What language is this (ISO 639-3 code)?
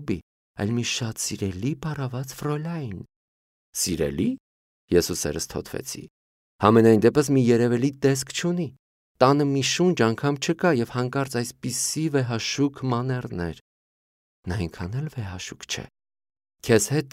hye